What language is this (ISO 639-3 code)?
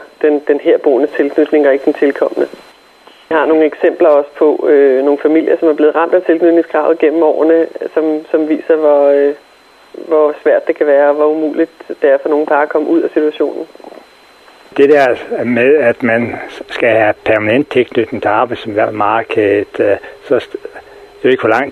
dan